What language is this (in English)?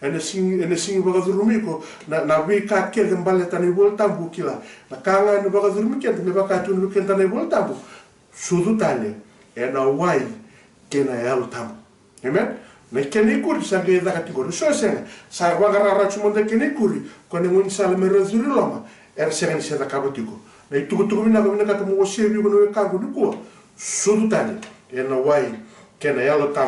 Fijian